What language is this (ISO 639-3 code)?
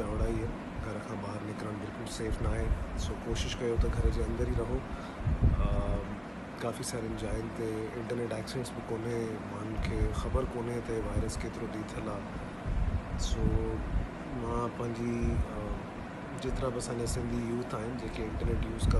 snd